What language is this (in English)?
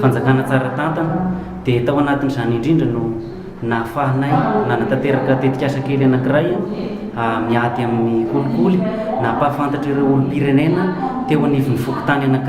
Malagasy